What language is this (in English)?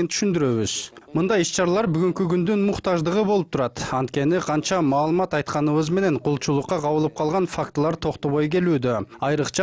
Kyrgyz